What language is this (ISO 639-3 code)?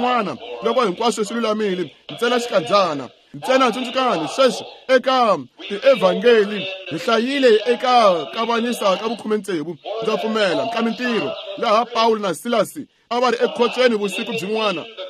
tso